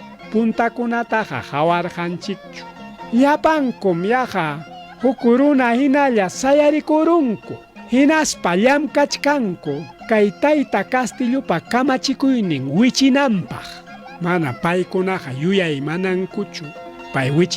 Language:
Ayacucho Quechua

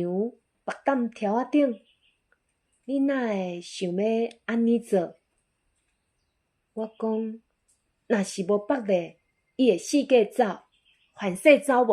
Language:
Min Nan Chinese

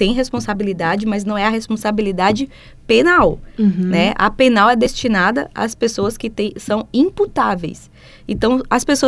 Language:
Portuguese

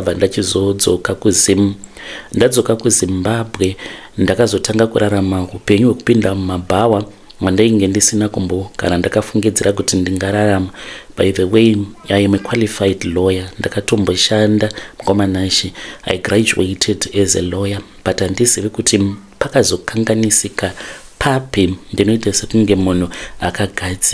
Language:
Shona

